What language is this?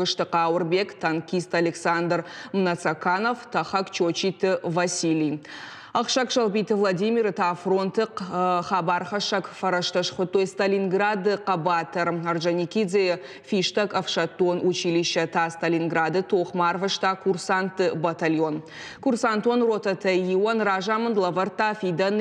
Ossetic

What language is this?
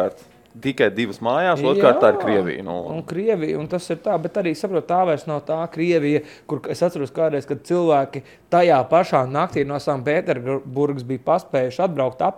Latvian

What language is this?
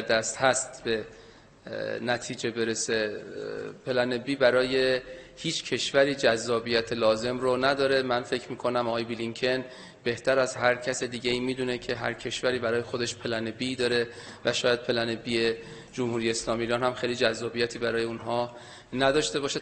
Persian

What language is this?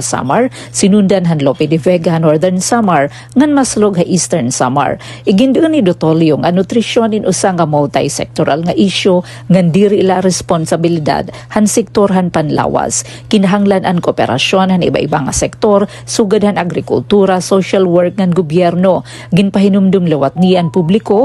Waray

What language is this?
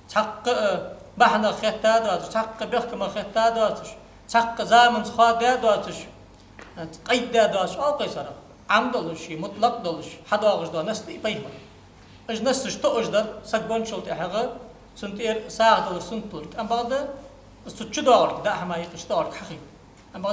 Ingush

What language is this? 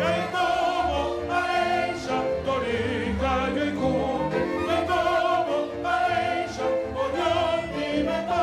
Guarani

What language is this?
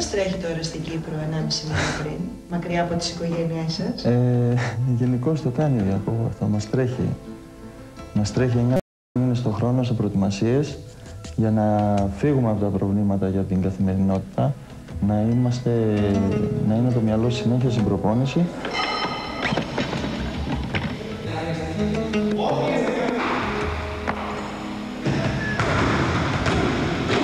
Greek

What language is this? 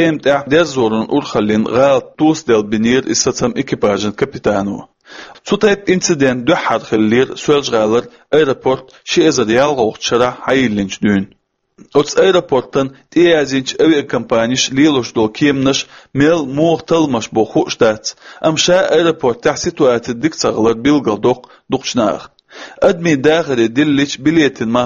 Chechen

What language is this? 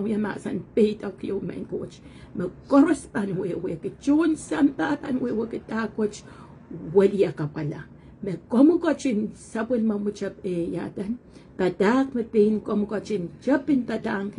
Pohnpeian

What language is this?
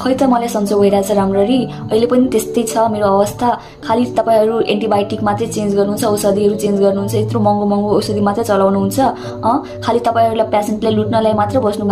Nepali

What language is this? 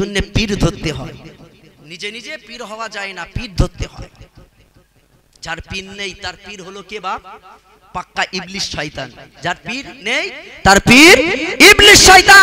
Bangla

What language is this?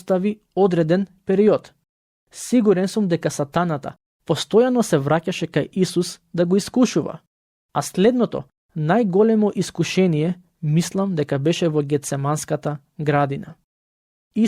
Macedonian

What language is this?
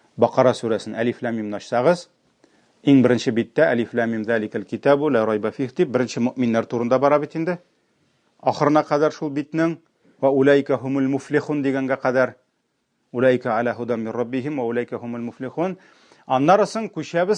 Tatar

